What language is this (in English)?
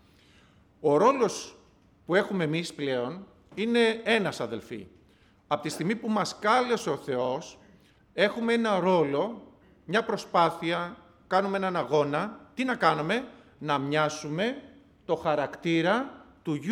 Greek